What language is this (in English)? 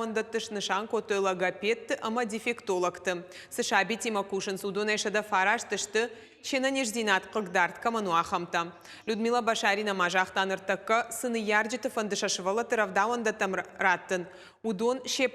Ossetic